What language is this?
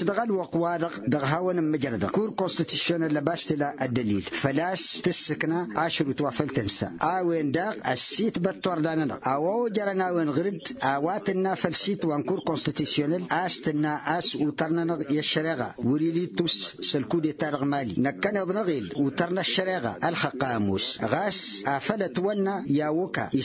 Tamasheq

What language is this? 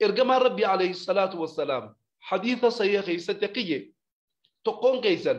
Oromo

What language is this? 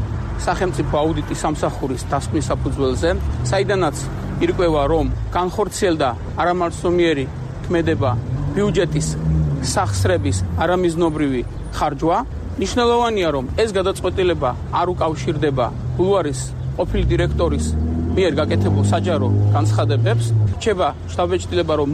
Georgian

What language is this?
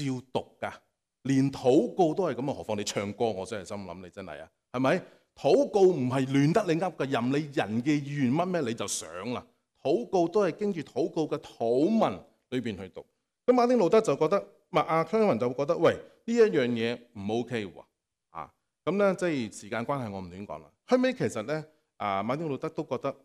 Cantonese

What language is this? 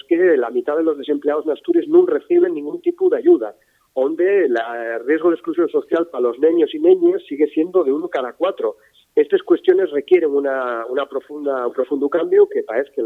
Asturian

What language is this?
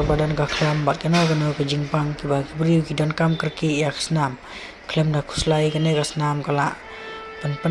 Khasi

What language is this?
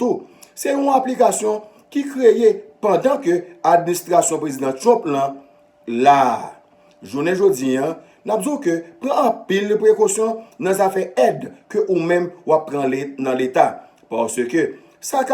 Haitian Creole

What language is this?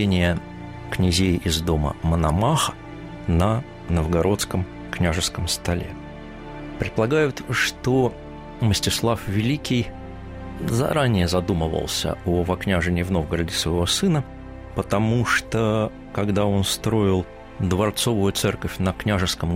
Russian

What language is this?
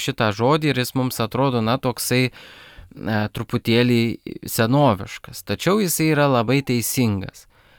Lithuanian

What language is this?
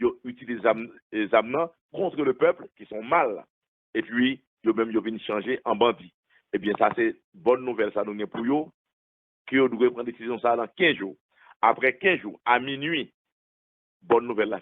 Haitian Creole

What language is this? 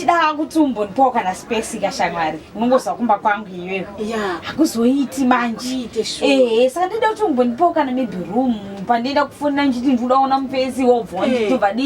Shona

